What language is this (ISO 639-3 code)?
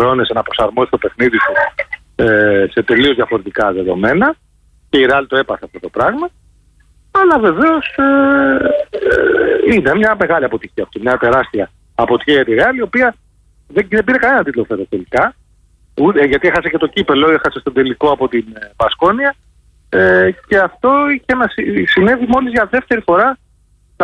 ell